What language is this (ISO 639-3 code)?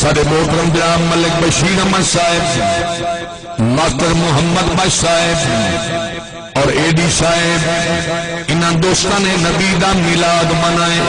skr